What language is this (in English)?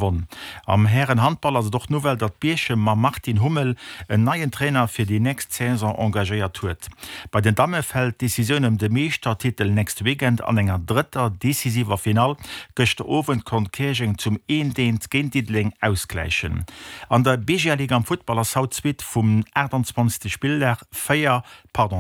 Luxembourgish